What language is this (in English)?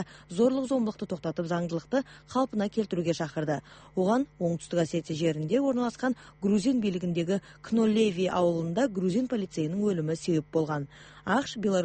Kazakh